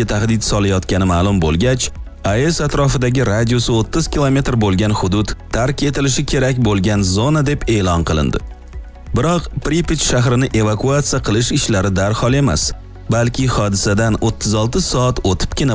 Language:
Uzbek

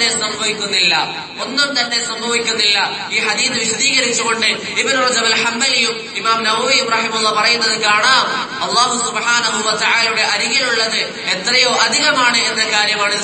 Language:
Malayalam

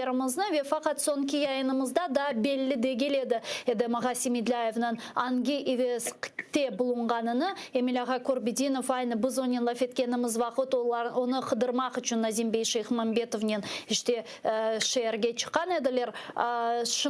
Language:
Crimean Tatar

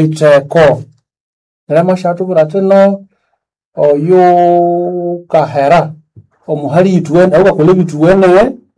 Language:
Nande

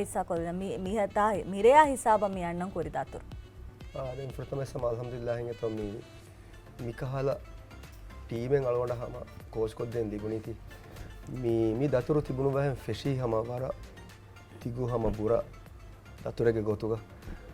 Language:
Divehi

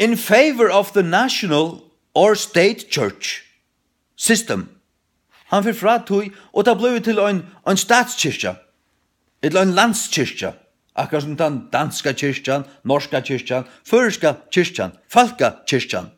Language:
Faroese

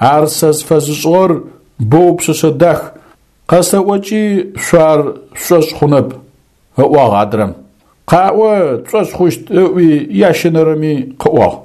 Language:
Adyghe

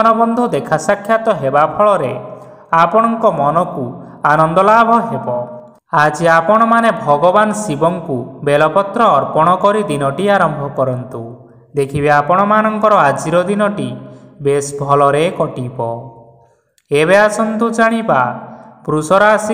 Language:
Odia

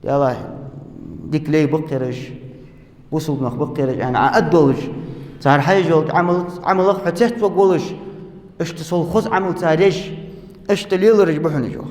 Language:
Ingush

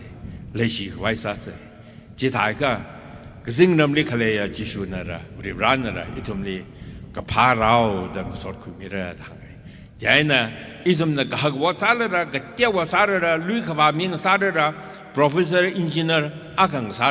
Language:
Tangkhul Naga (India)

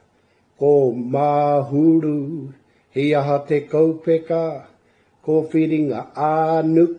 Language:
Māori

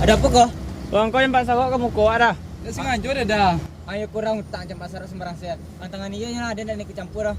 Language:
Minangkabau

